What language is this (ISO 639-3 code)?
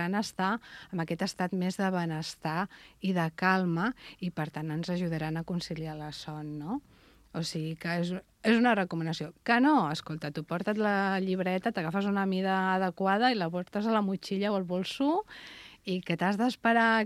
cat